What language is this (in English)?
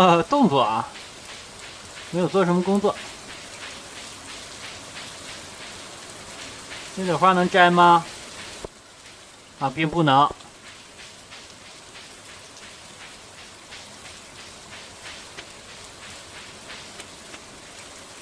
Chinese